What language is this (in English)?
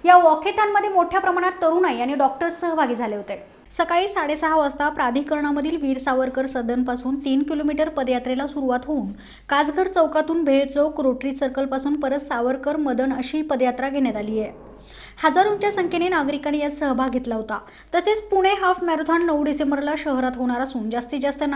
Marathi